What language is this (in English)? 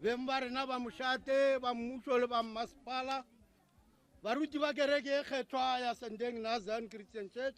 Northern Sotho